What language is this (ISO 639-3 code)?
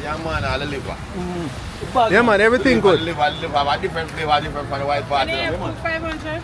jam